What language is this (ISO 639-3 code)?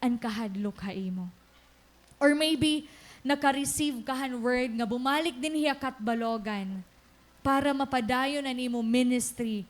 war